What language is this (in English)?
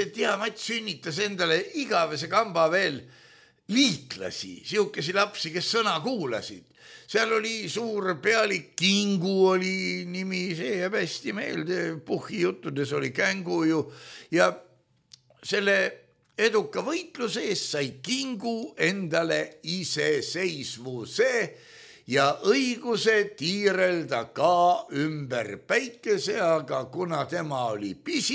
Estonian